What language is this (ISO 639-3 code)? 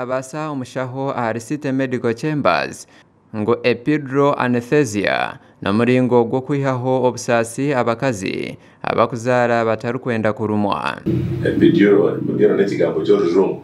nyn